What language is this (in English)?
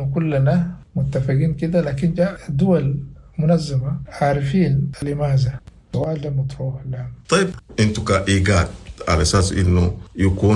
Sudanese Arabic